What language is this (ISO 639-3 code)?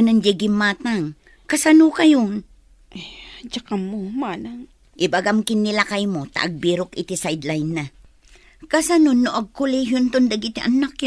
ilo